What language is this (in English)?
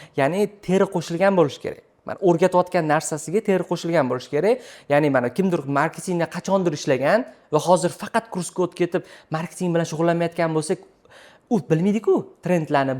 Uzbek